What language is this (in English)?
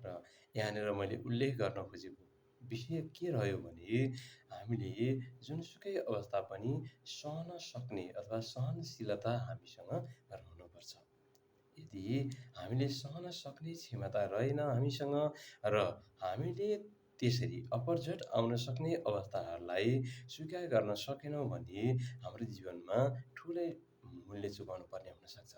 Nepali